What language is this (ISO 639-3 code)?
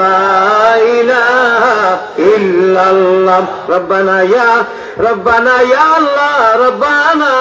syl